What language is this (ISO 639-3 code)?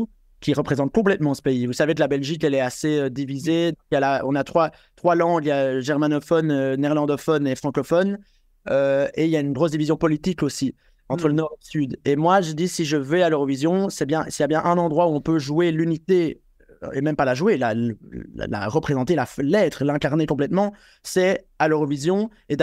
fra